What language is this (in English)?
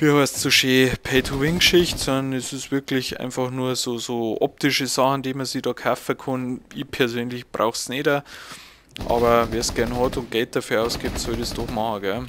Bavarian